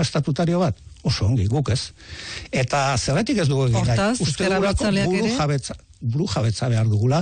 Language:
Basque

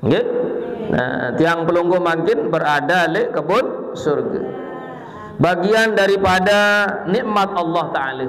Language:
Sasak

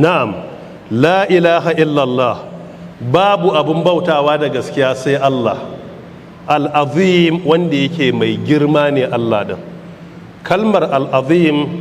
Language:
Hausa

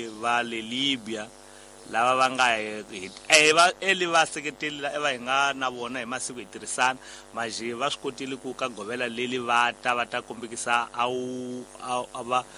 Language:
Tsonga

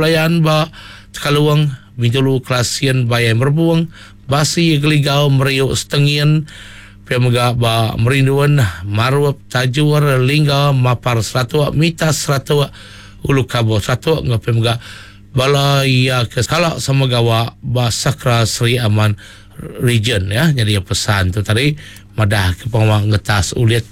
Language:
Iban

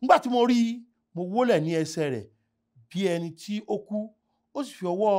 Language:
Yoruba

